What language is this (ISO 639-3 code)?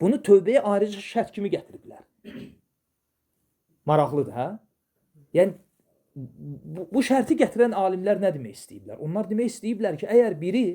aze